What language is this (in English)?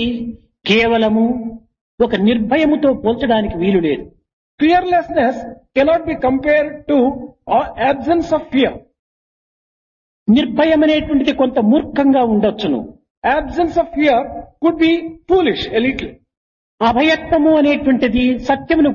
Telugu